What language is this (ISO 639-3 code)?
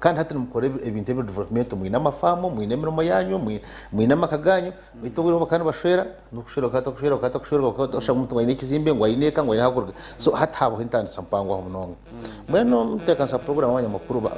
nyn